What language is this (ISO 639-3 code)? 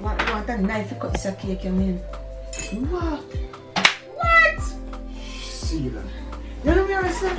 jam